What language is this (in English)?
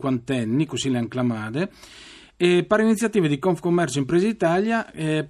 Friulian